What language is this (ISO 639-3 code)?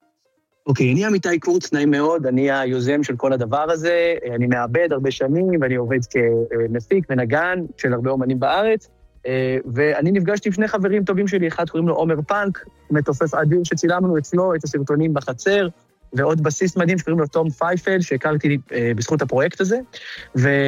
heb